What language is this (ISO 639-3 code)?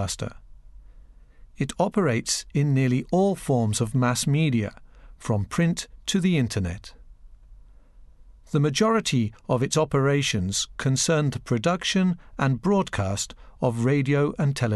eng